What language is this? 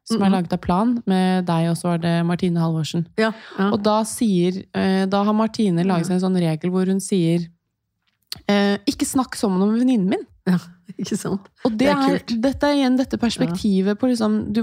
Norwegian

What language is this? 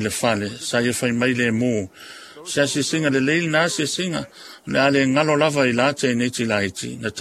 Samoan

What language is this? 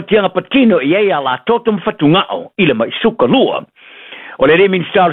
Samoan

